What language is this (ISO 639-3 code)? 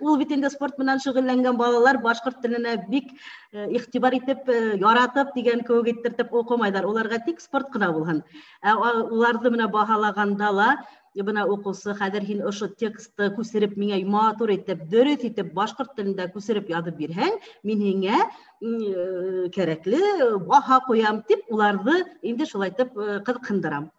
bak